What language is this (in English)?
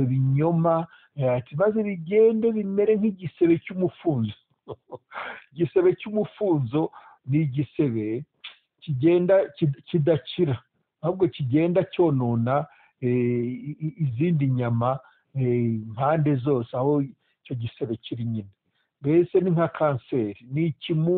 Kinyarwanda